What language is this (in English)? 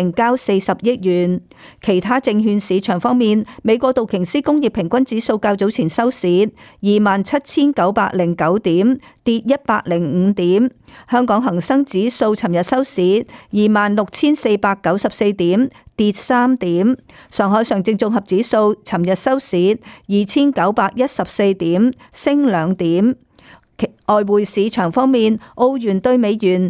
Cantonese